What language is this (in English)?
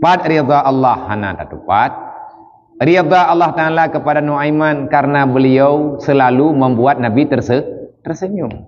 Achinese